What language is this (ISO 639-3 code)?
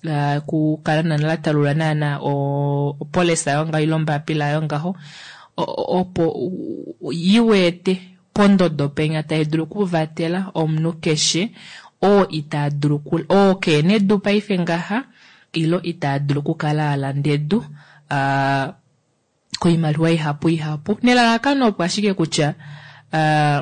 kua